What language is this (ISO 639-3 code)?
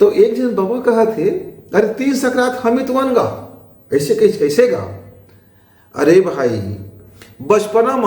hne